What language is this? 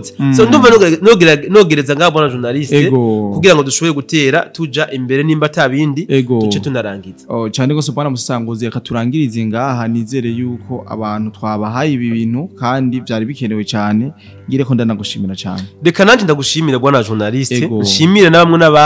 Rundi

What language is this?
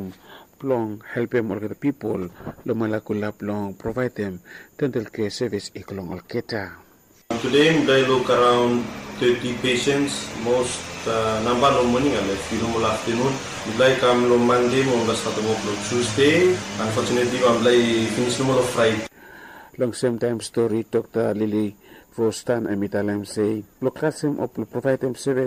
Bislama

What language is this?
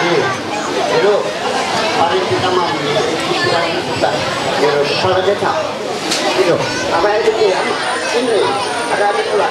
Ma'anyan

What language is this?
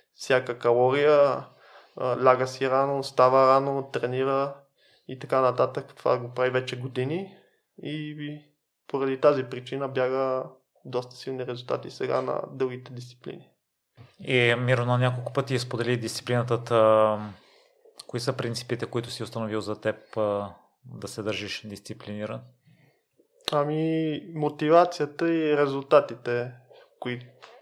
Bulgarian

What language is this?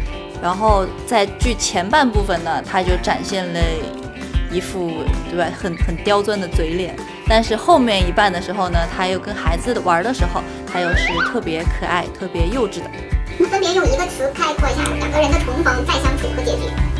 Chinese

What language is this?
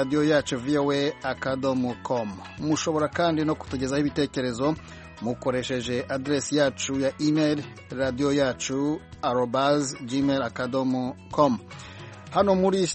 Kinyarwanda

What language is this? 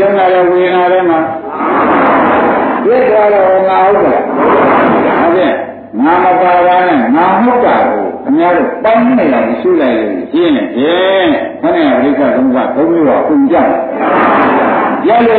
Burmese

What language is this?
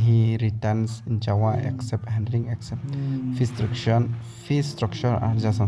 Khasi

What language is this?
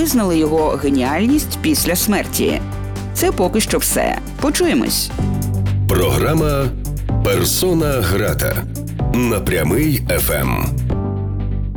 Ukrainian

